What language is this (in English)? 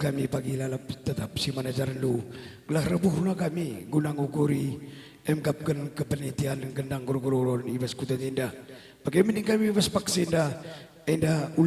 Batak Karo